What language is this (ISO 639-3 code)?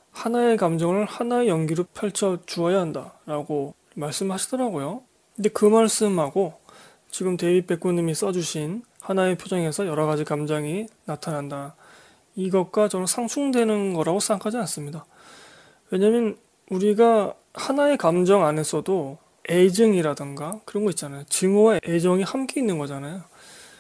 kor